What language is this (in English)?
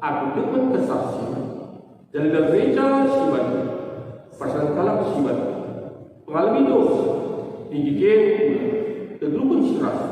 Batak Karo